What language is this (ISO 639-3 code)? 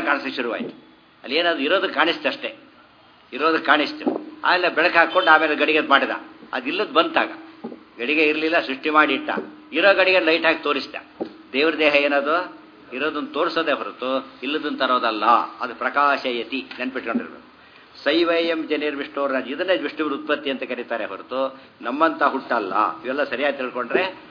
kan